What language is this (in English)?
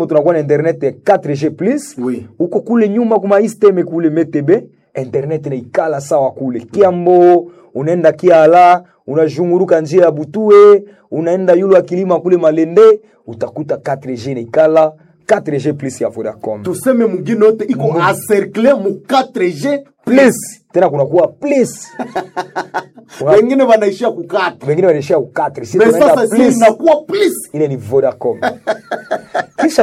Swahili